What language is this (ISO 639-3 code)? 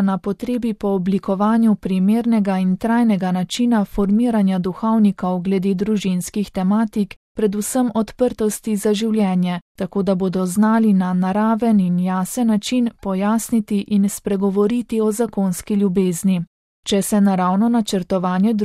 slv